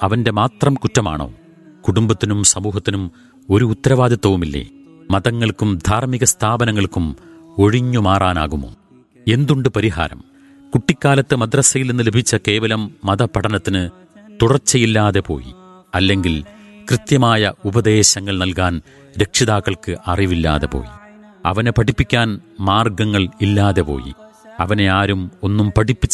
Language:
Malayalam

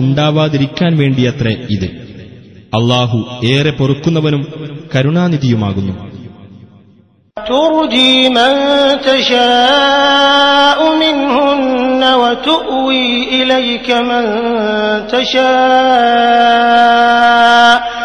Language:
Malayalam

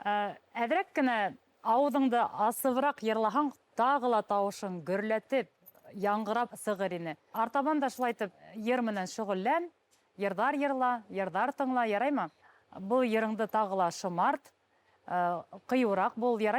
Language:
Bashkir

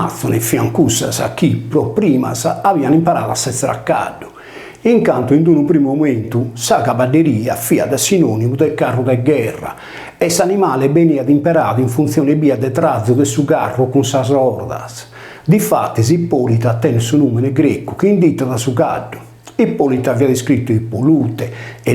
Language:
Sardinian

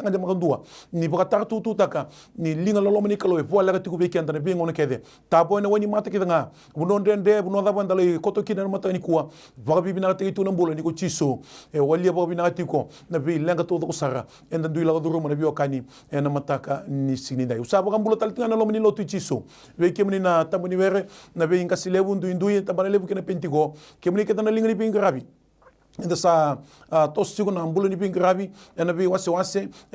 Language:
Fijian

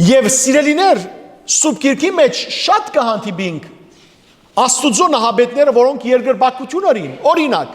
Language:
Western Armenian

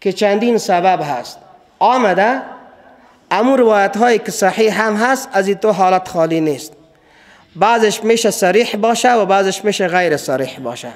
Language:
Persian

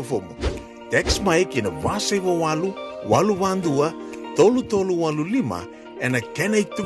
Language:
Fijian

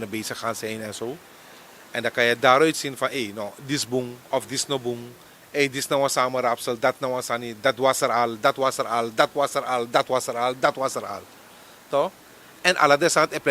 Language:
Sranan Tongo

